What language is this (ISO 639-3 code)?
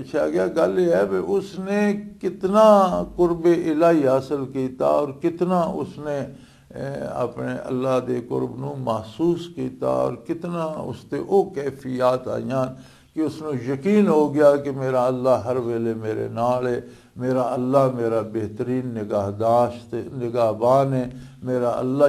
lah